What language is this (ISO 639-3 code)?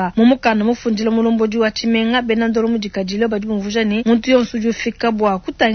lua